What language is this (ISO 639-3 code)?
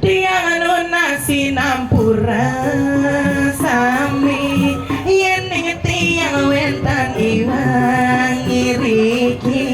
ban